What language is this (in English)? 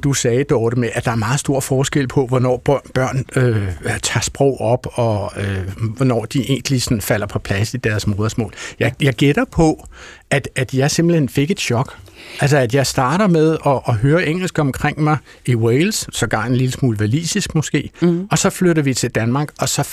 Danish